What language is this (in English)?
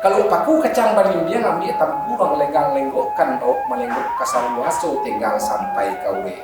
Minangkabau